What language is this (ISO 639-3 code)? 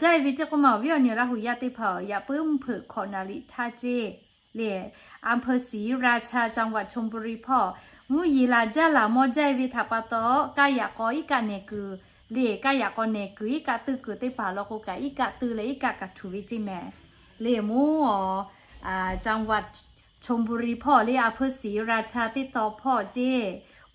lhu